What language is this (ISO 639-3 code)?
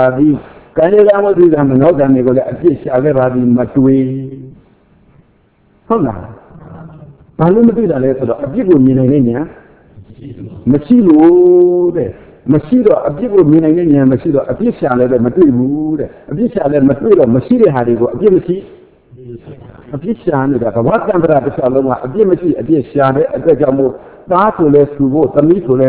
mya